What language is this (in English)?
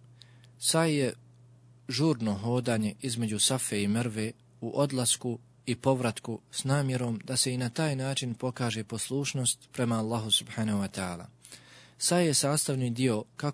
Bosnian